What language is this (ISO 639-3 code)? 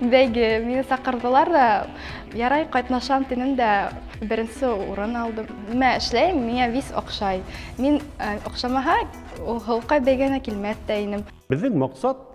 bak